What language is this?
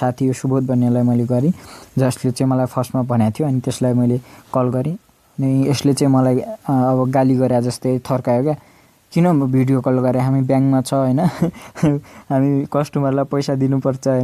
Nepali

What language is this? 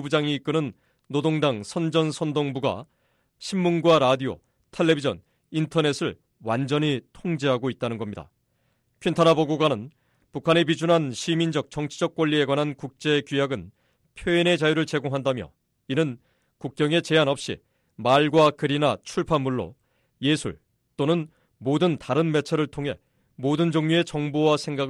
Korean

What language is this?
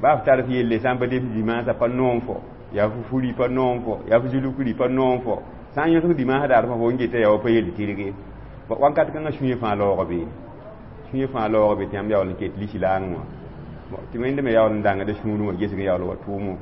Mossi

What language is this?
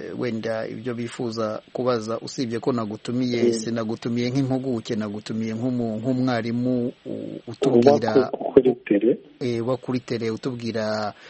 Kinyarwanda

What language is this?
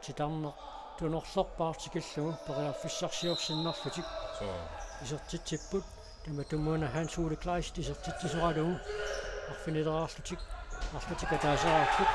Kalaallisut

